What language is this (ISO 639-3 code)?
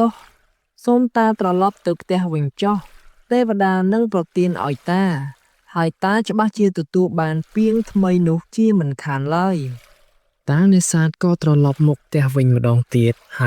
khm